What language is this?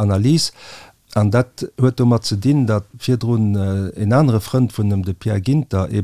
Luxembourgish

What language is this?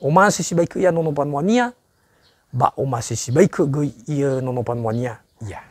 Nias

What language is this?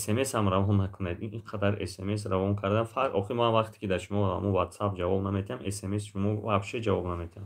Tajik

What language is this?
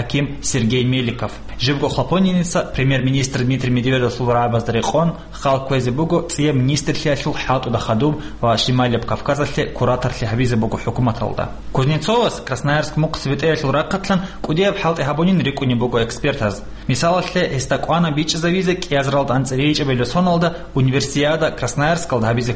Avaric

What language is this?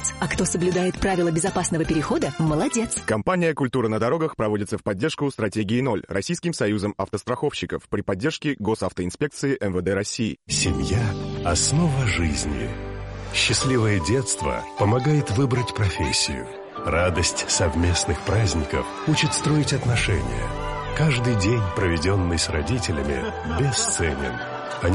Russian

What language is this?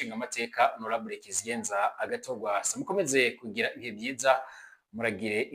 Rundi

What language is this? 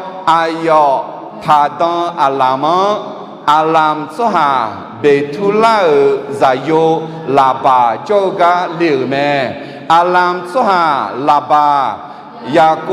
Akha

